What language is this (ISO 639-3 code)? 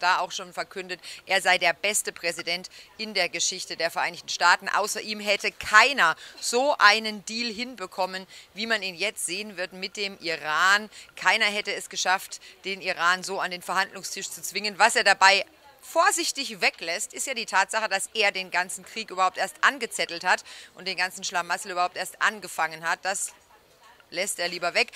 deu